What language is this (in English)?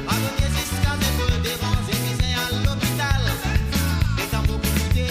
Morisyen